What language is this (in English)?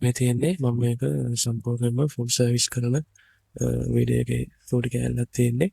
Sinhala